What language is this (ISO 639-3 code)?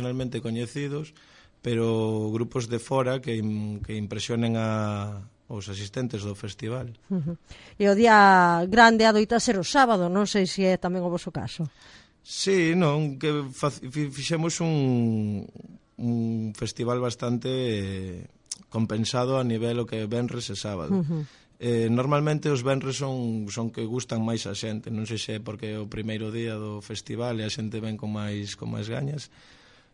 glg